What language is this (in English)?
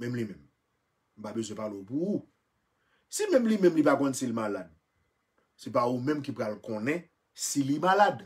Haitian Creole